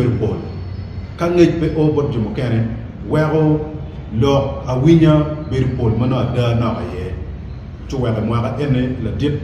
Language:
Acoli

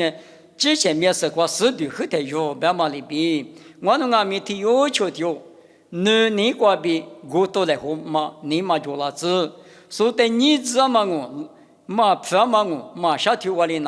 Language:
Lisu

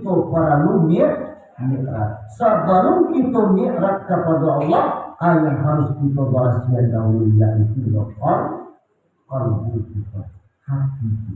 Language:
Minangkabau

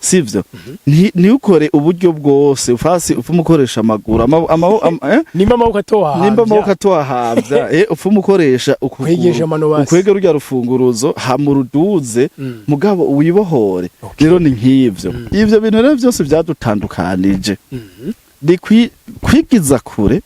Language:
Rundi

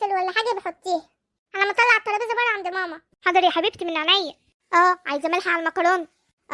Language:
Egyptian Arabic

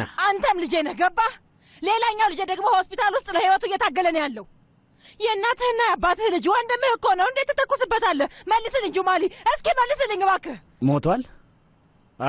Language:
Amharic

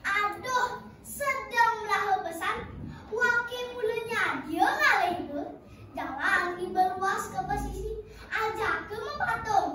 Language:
Balinese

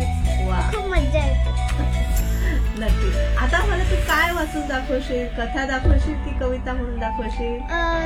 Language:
Marathi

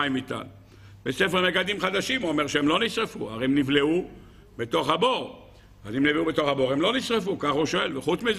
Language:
Hebrew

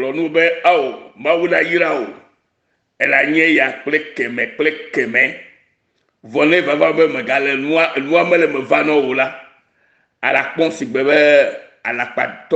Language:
Ewe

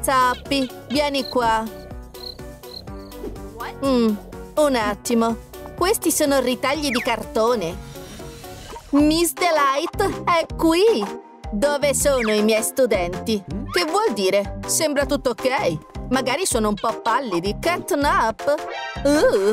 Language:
Italian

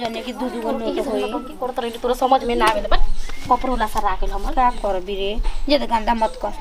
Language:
Bhojpuri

